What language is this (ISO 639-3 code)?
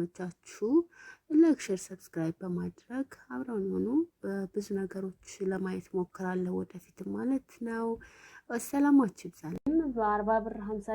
amh